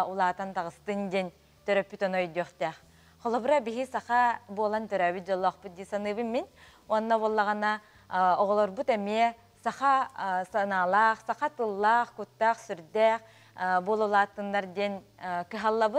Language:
Yakut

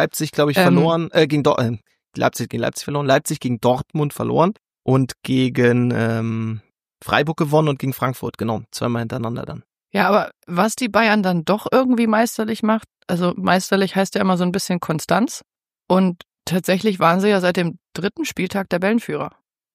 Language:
German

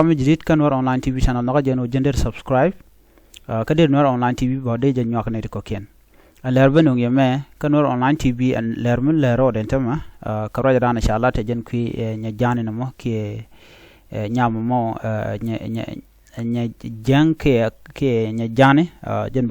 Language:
Nuer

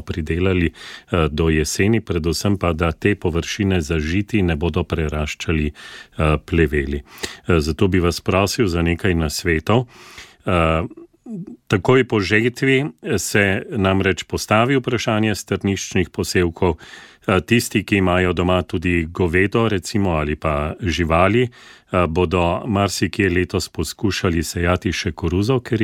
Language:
Slovenian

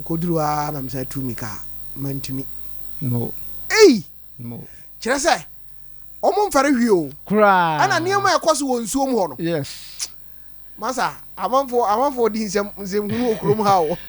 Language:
Akan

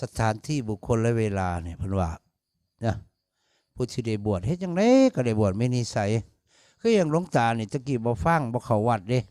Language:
Northeastern Thai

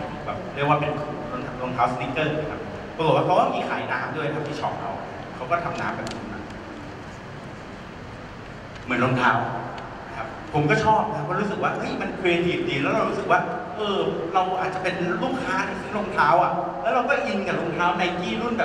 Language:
Thai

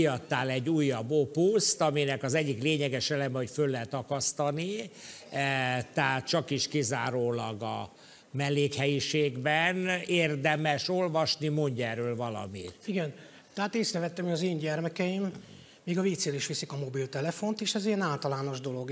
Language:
Hungarian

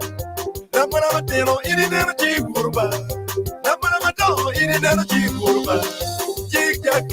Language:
Acoli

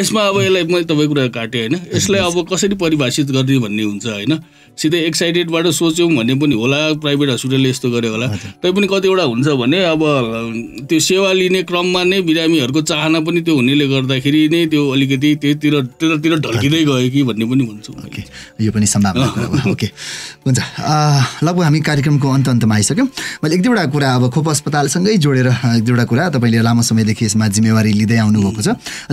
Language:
Nepali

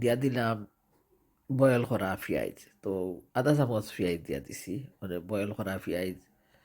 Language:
Sylheti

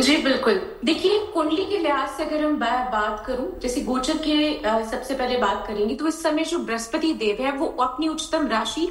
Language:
Hindi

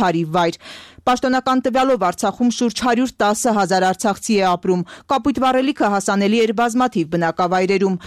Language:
Armenian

